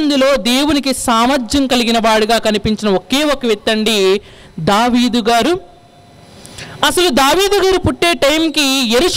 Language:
Telugu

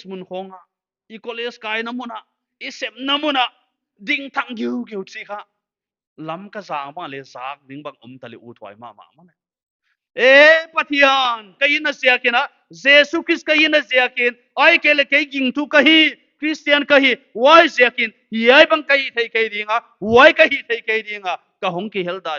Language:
Paite Chin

